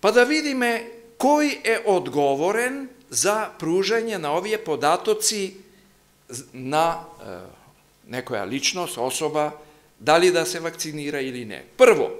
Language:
Macedonian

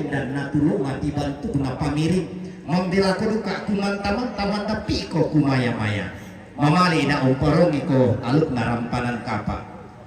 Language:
Toraja-Sa'dan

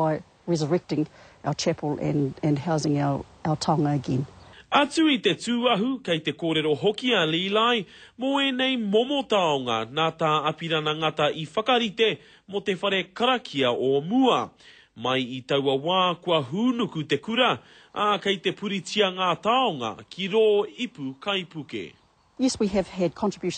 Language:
Māori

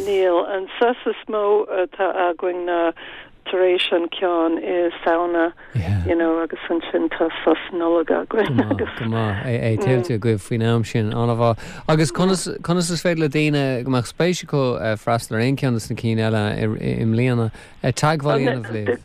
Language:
Irish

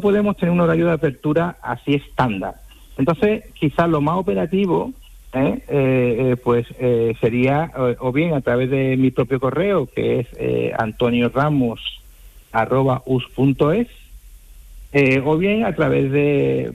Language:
Spanish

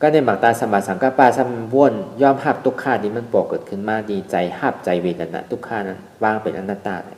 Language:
Shan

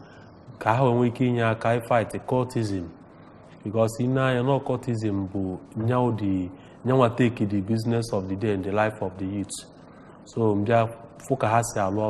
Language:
Igbo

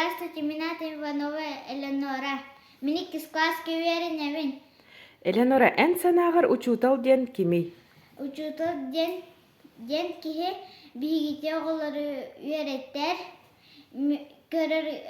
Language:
Yakut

